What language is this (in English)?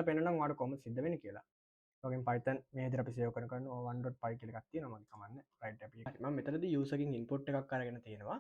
Sinhala